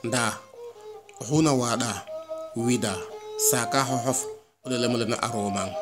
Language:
Serer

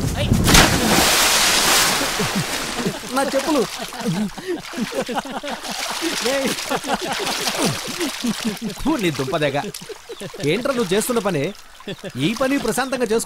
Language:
Telugu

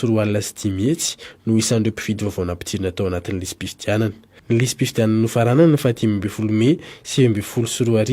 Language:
Malagasy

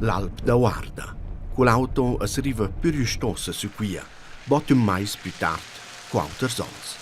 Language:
Romansh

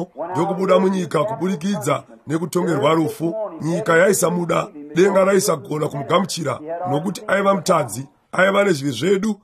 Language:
Shona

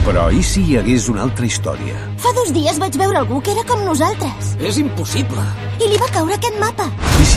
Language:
Catalan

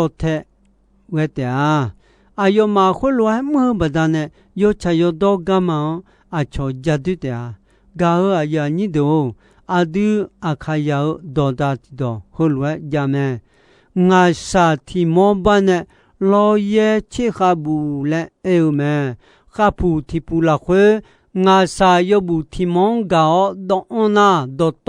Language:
Akha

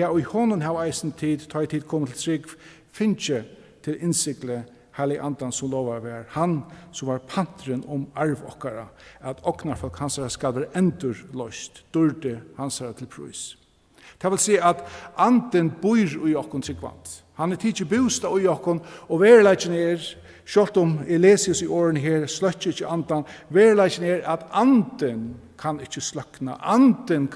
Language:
Faroese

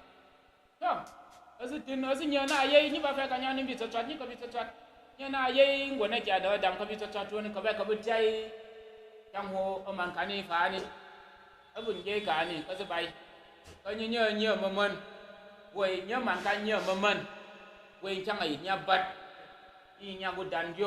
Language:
Tyap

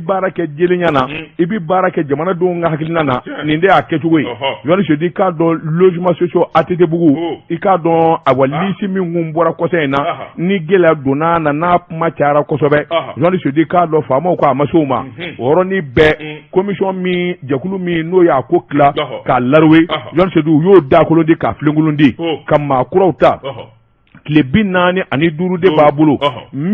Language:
Bambara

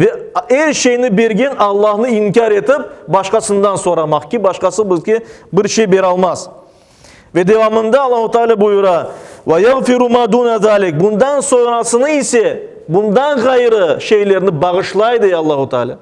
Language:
Crimean Tatar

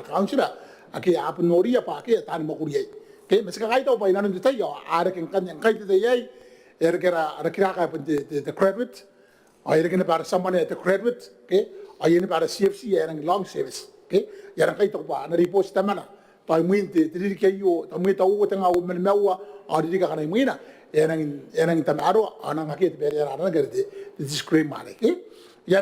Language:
Gilbertese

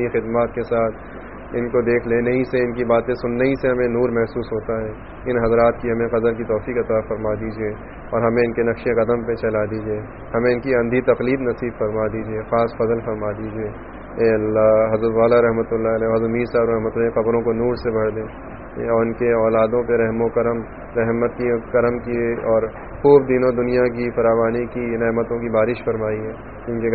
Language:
Urdu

